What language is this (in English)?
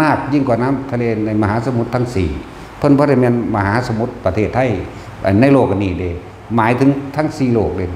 Northeastern Thai